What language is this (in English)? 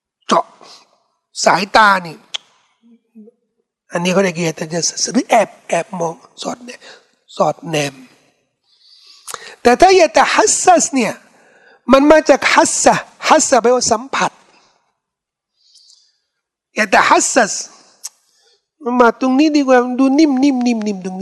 Thai